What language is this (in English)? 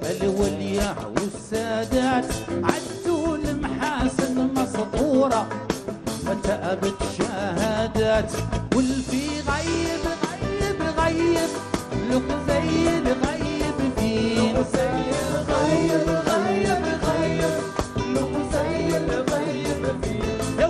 Moroccan Arabic